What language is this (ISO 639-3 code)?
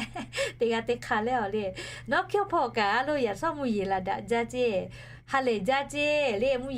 lhu